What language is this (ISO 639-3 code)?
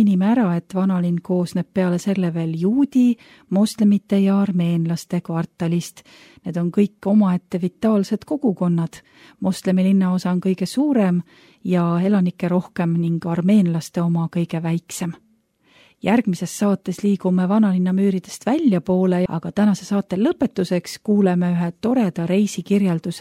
est